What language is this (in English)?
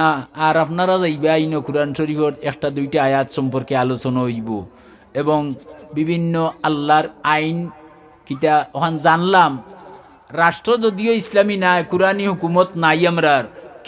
Sylheti